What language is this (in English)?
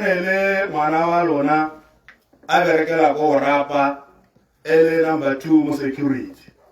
Tswana